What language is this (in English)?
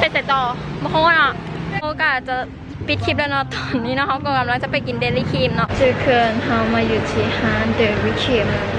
Lao